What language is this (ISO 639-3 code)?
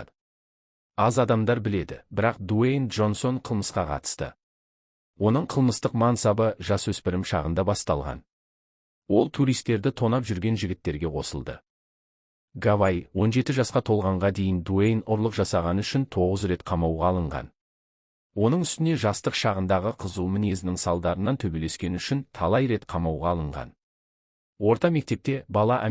kaz